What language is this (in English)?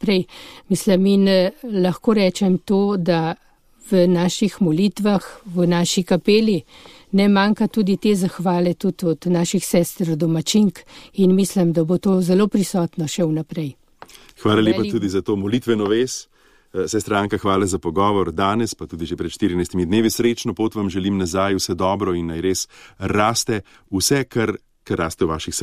Slovenian